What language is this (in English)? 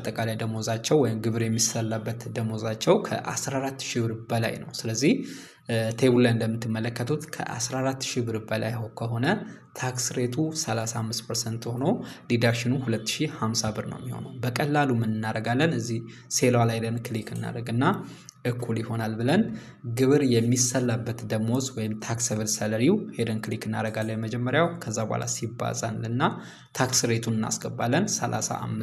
Amharic